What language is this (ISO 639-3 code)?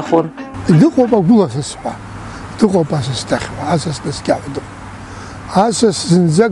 abk